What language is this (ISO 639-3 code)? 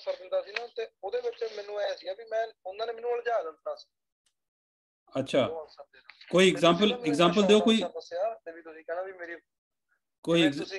pan